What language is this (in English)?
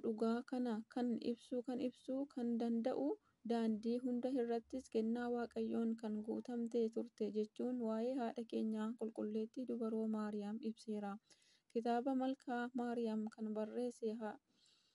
Oromo